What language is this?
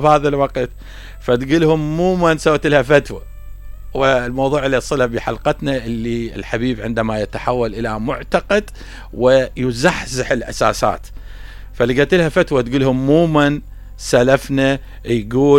Mesopotamian Arabic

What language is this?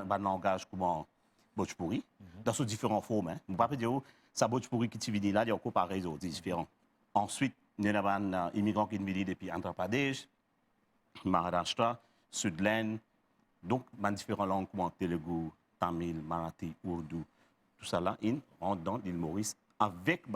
Morisyen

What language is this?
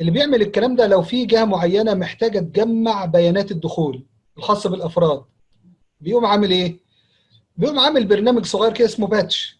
Egyptian Arabic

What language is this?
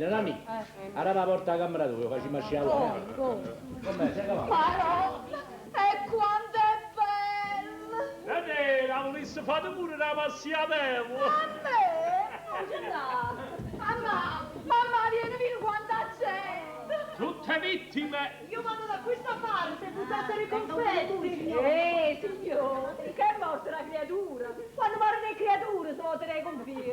Neapolitan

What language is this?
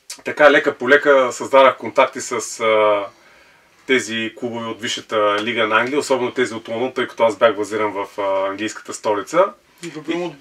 Bulgarian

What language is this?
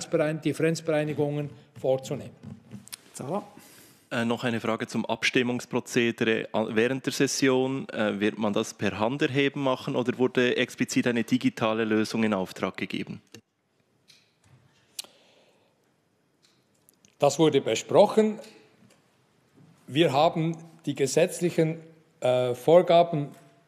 German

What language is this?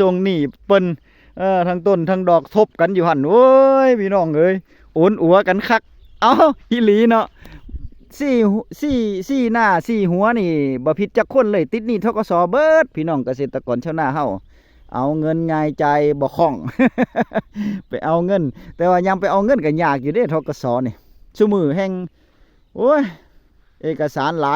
Northeastern Thai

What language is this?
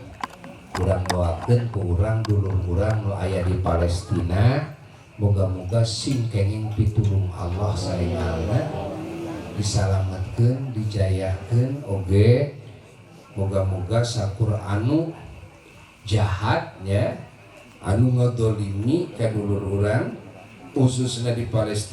Sundanese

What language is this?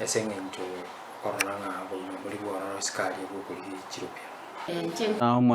Gusii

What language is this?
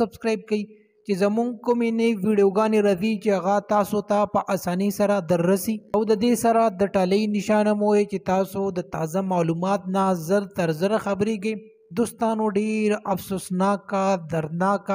Pashto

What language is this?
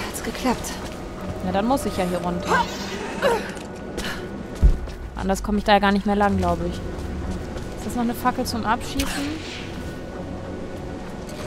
German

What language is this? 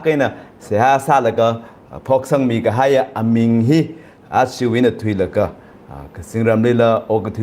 Tangkhul Naga (India)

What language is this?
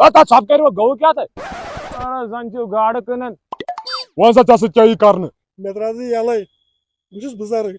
Kashmiri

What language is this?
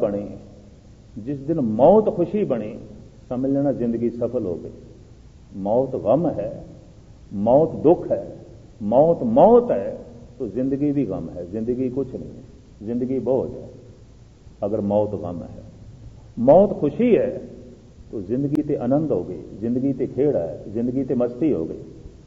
Punjabi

